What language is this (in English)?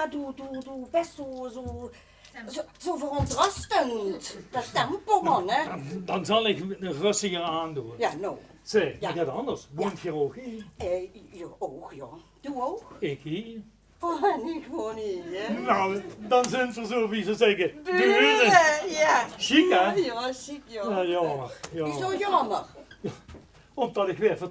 Limburgish